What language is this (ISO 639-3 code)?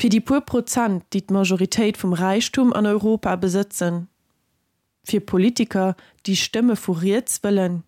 ltz